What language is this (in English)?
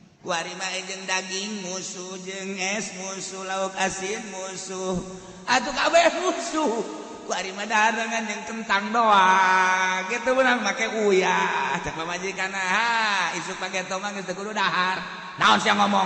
Sundanese